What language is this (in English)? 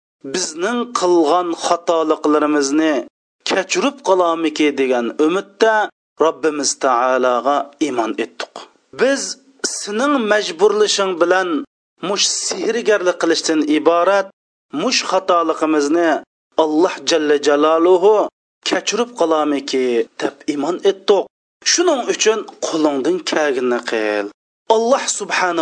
Uyghur